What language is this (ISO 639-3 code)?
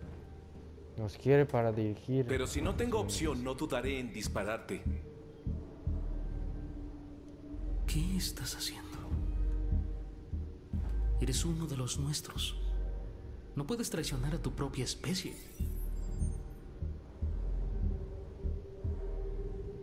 spa